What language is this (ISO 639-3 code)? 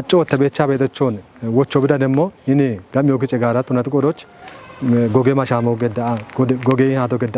kbr